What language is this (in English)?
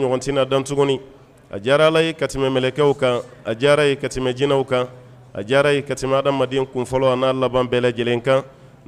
Bambara